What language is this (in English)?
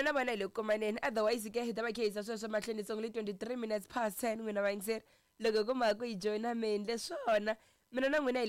Tsonga